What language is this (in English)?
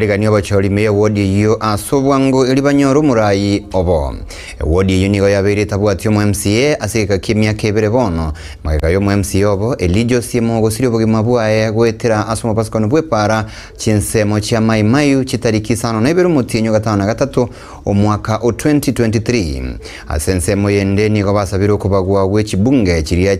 Gusii